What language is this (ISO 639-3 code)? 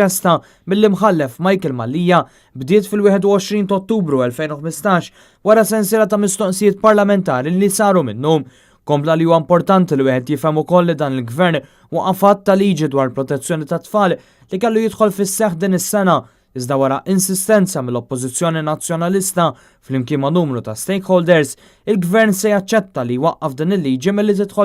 mlt